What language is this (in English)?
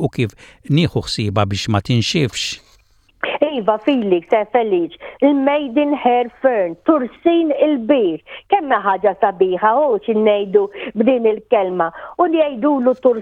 Maltese